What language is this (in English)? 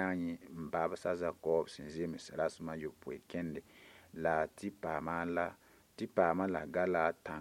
Mossi